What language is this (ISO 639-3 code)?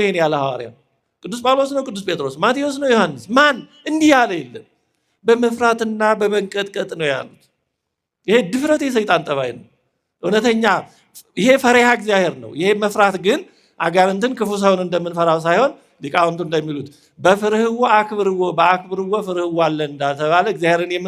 amh